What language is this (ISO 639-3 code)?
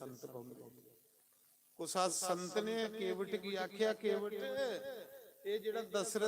doi